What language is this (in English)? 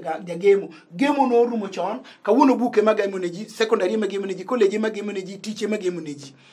Luo (Kenya and Tanzania)